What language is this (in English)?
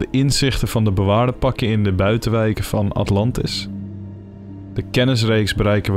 Dutch